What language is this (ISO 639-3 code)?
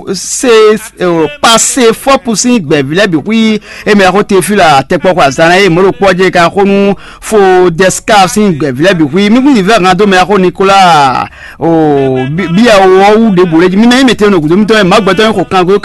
fon